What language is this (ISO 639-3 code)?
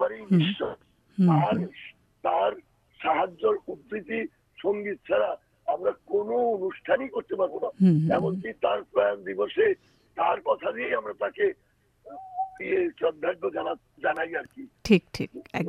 ben